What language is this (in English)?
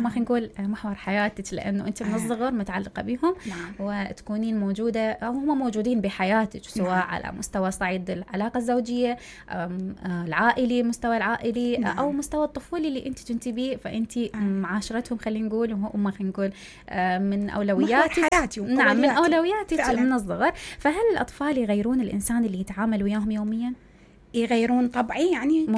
Mesopotamian Arabic